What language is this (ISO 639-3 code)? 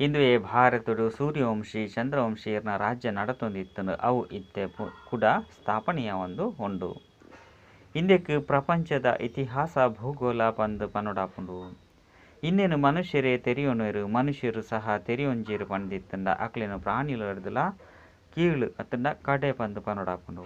tcy